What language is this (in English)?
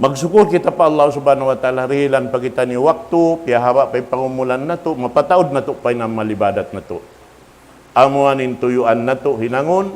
Tausug